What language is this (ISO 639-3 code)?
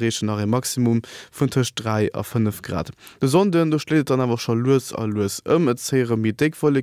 ltz